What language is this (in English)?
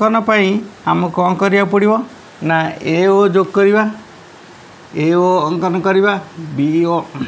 Odia